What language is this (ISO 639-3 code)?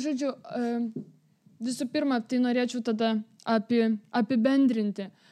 lit